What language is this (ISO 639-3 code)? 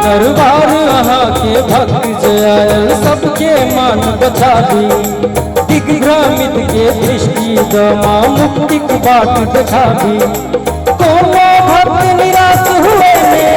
mai